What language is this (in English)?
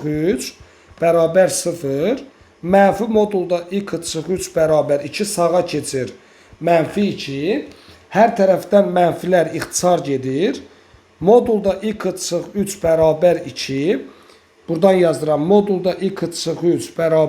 Azerbaijani